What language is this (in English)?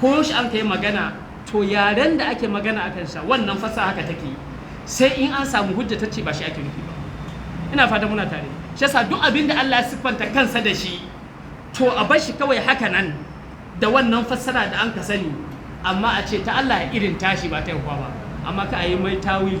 Hausa